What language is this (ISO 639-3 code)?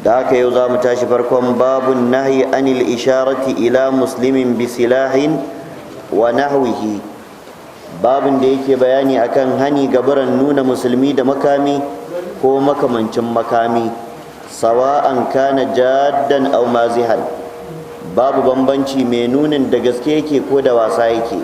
hau